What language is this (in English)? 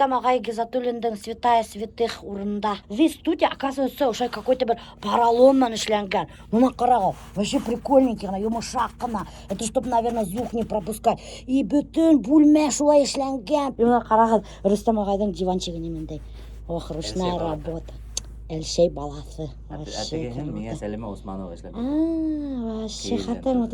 Bashkir